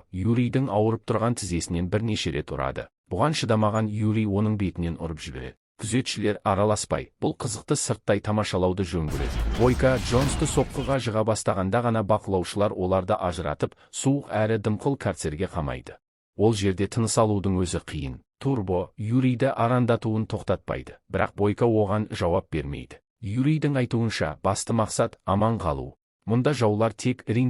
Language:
Kazakh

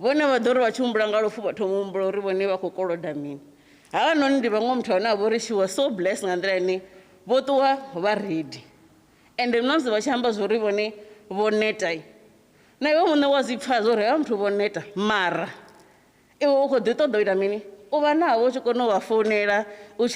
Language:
Venda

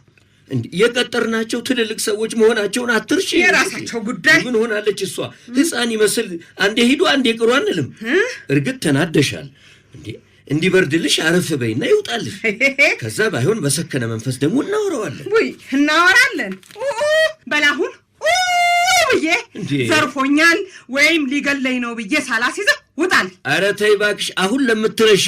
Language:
Amharic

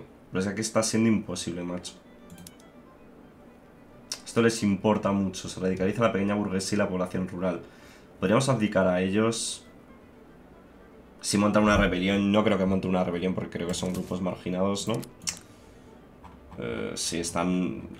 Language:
Spanish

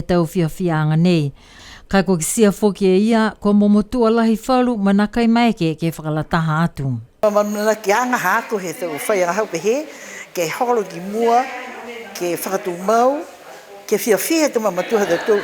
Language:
Niuean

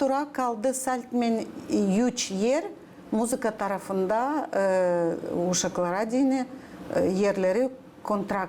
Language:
Gagauz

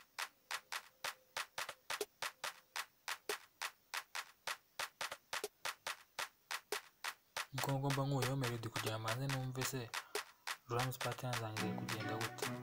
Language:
Kinyarwanda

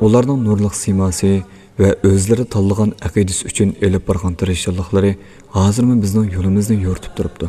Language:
Uyghur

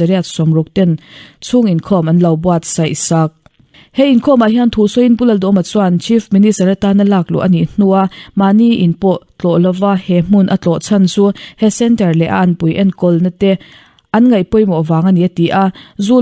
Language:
Mizo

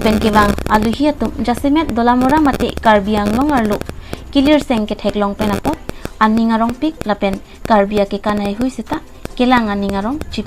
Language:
Karbi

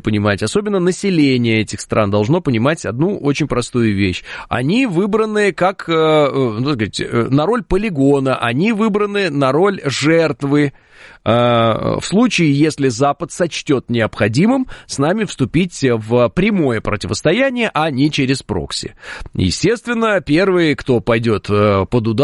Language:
Russian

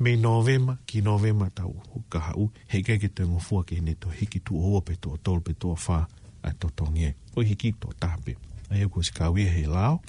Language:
Tongan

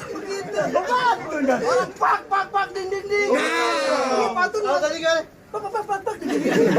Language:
Betawi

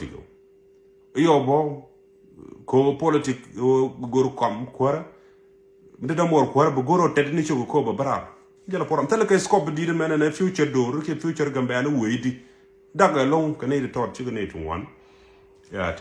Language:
Nuer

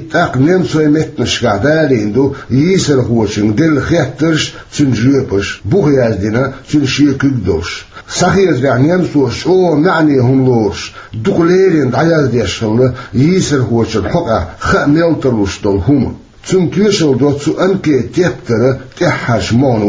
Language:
Chechen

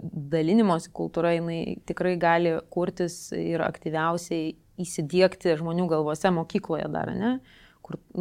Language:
Lithuanian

